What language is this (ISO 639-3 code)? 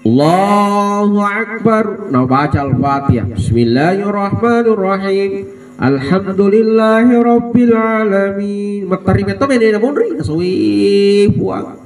bug